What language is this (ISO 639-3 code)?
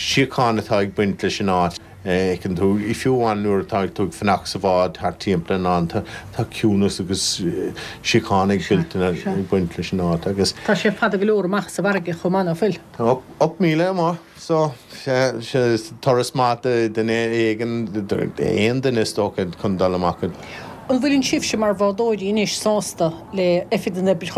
gle